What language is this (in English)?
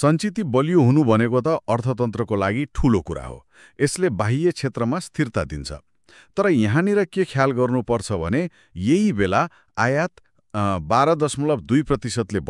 Nepali